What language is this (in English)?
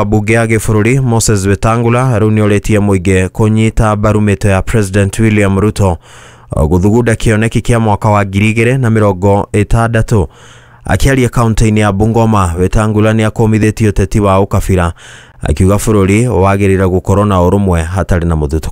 Kikuyu